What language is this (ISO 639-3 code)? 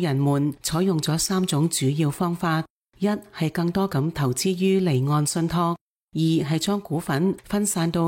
yue